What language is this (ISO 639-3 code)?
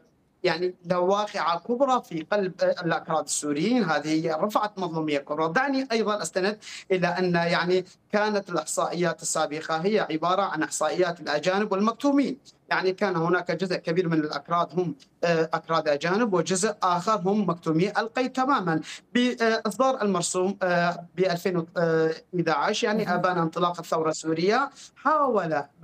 ara